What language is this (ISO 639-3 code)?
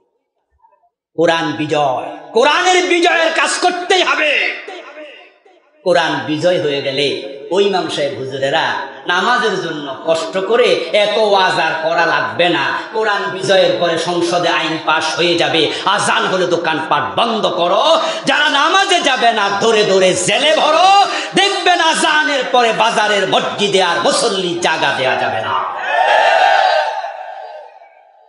ben